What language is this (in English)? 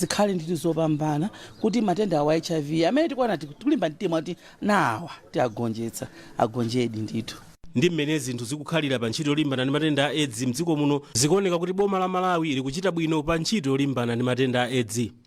Nyanja